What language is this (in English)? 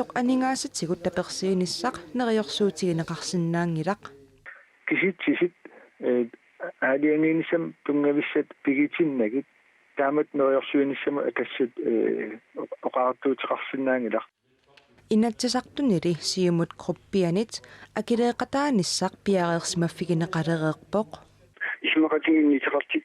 Kalaallisut